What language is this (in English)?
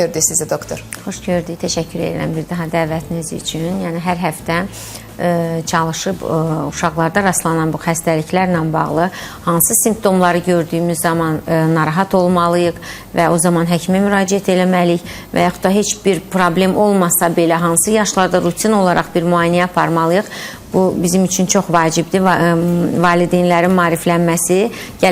Azerbaijani